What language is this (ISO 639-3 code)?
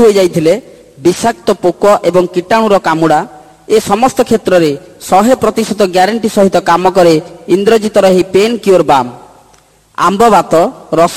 ori